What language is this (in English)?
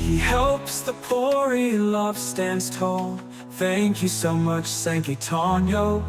Waray